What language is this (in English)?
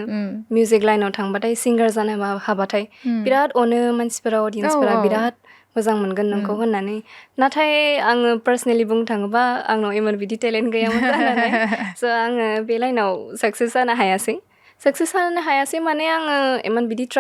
Bodo